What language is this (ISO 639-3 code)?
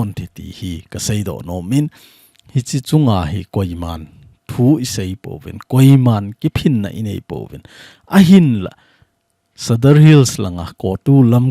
tcz